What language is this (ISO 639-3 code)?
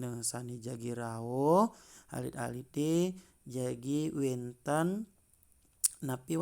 ban